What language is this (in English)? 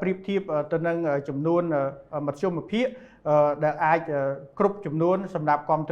Khmer